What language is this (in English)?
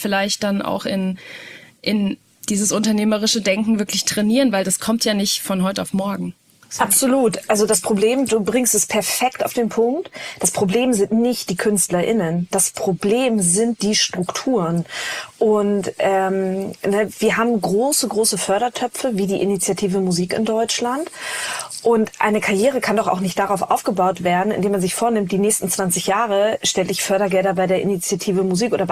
German